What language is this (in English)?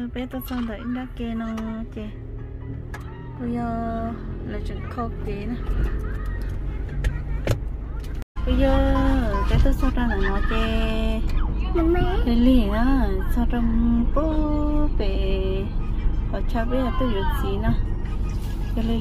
Vietnamese